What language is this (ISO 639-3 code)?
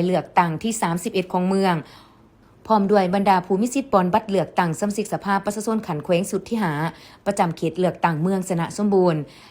lao